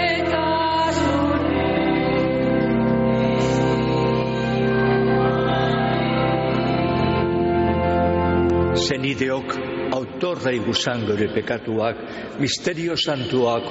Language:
Basque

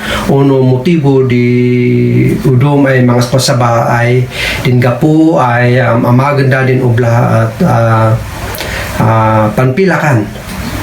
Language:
Kankanaey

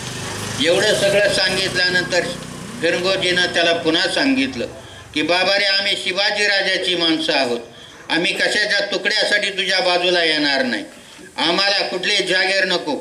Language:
Marathi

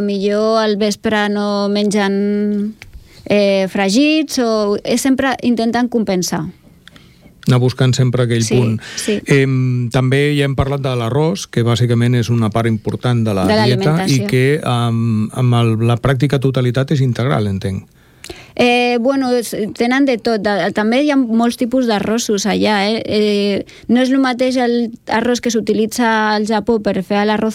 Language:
Catalan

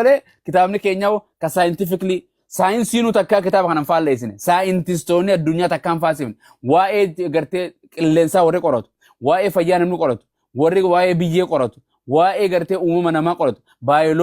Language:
Oromo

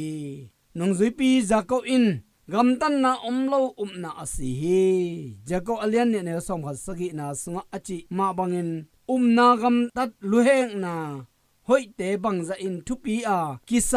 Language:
Tedim Chin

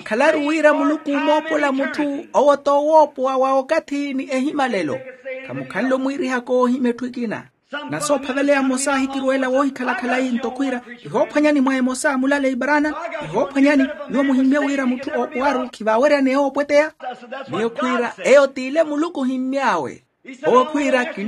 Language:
Makhuwa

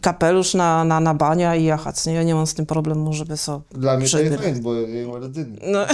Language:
Kashubian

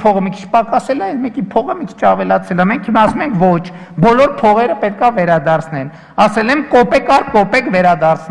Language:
Armenian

